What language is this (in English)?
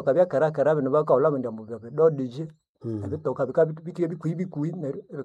Nande